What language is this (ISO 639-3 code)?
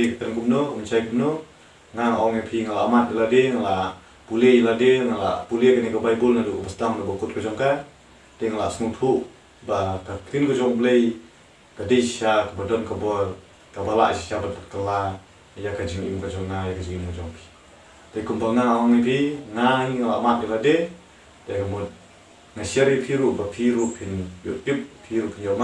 kha